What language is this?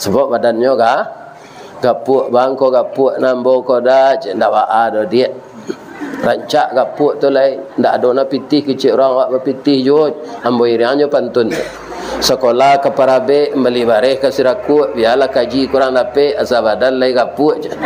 Minangkabau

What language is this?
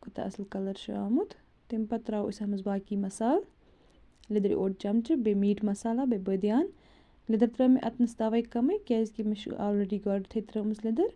Kashmiri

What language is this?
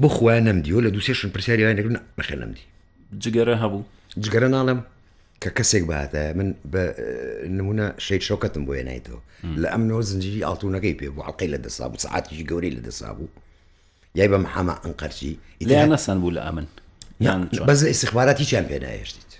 Central Kurdish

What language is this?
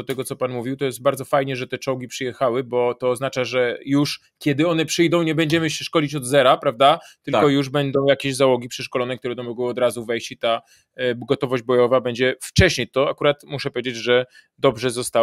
Polish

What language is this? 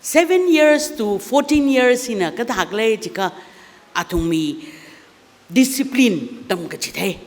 Tangkhul Naga (India)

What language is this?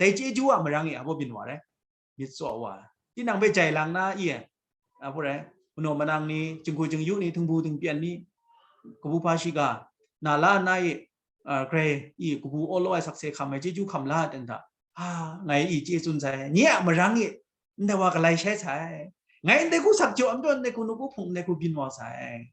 Kachin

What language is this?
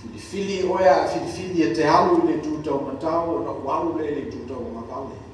Samoan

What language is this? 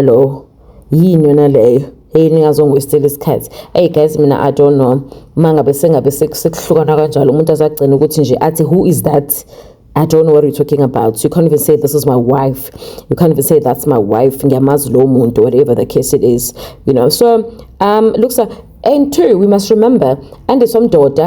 Zulu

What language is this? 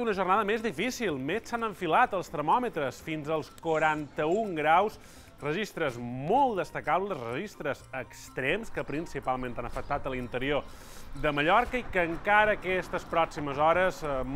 Catalan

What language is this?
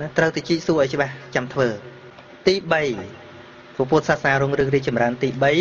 Khmer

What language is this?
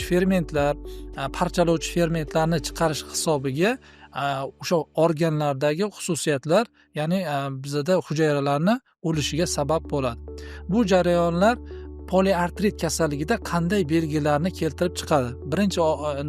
Uzbek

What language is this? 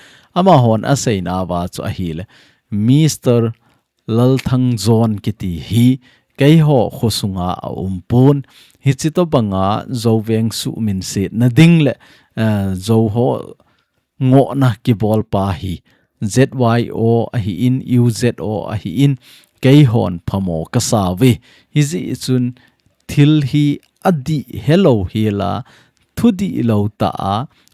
Thado Chin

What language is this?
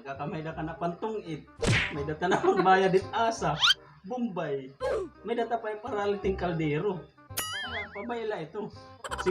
Waray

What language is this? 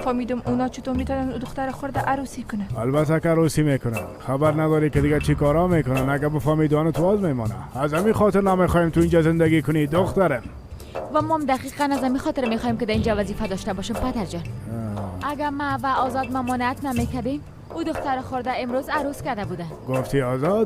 Persian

